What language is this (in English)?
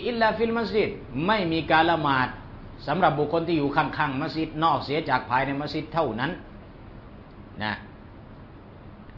Thai